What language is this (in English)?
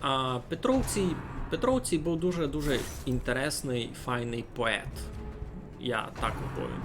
Rusyn